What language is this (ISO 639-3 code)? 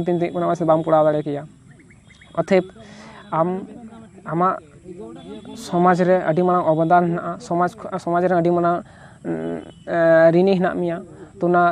sat